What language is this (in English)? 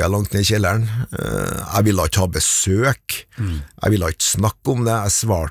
Norwegian